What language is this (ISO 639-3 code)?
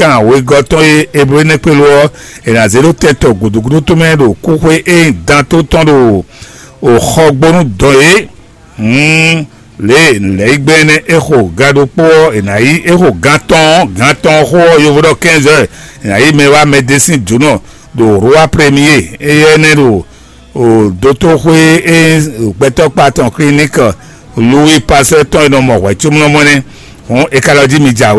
fon